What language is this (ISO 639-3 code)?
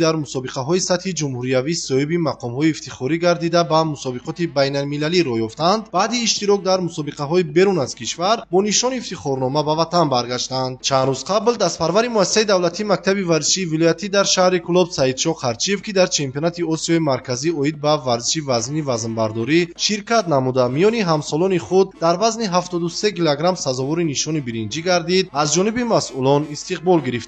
tgk